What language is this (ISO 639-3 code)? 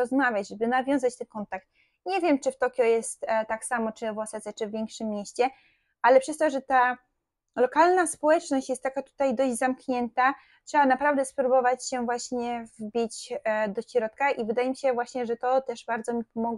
pol